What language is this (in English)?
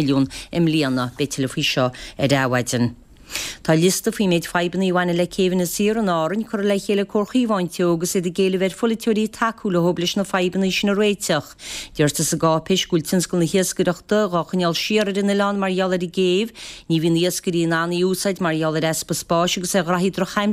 Irish